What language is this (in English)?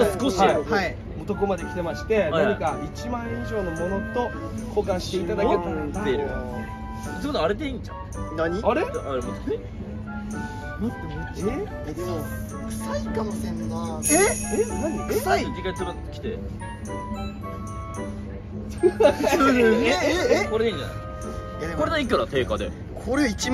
Japanese